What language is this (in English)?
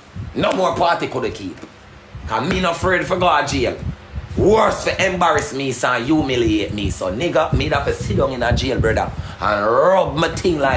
Jamaican Creole English